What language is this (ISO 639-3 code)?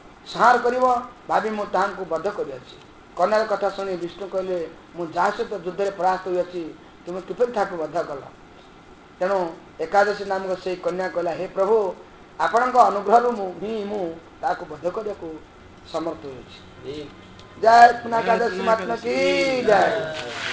ori